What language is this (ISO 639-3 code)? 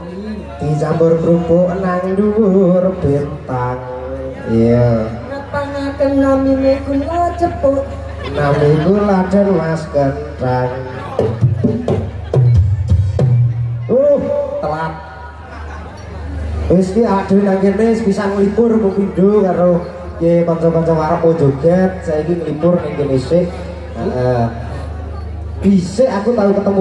jav